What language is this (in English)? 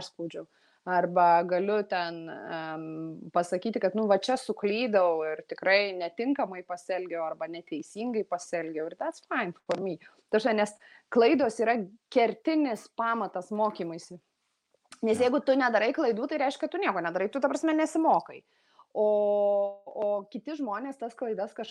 Lithuanian